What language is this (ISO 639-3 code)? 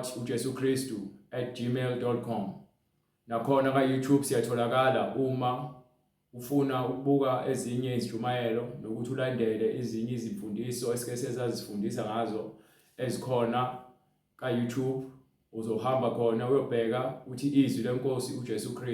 zul